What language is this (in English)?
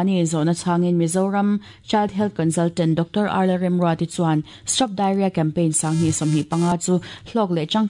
Mizo